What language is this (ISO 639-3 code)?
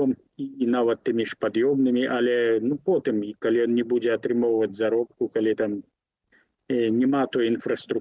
bel